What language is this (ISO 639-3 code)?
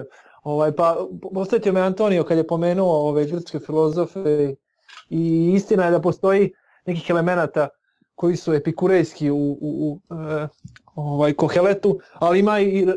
bos